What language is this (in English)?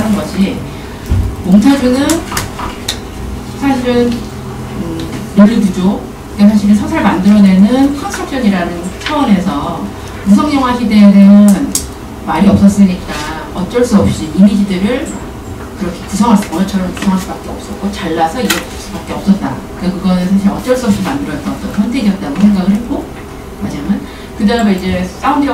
Korean